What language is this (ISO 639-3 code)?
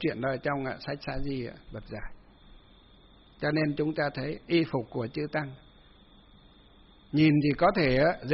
vie